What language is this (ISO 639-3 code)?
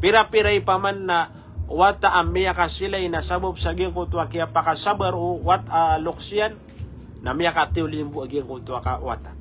mrw